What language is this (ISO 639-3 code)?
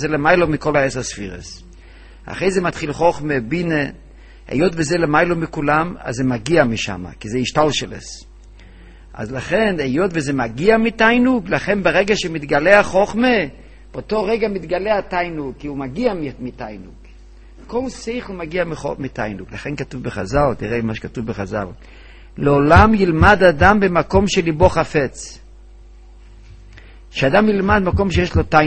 heb